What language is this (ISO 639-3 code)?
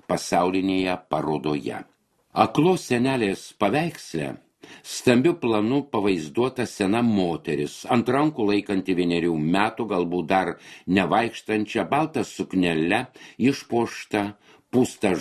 lit